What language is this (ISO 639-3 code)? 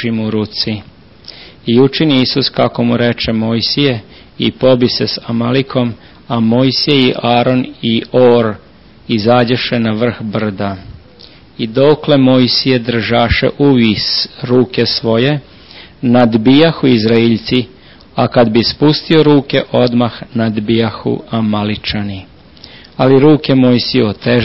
srp